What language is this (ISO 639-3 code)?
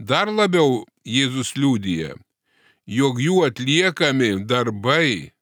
lit